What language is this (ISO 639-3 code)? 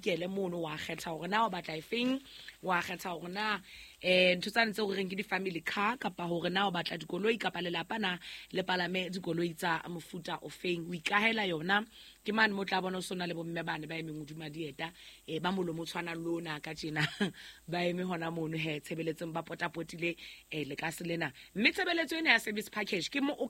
sot